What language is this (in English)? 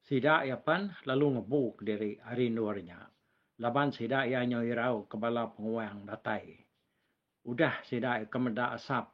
Iban